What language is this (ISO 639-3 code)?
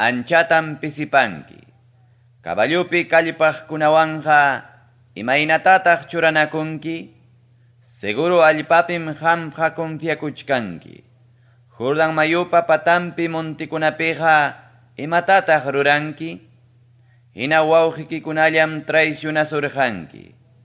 quy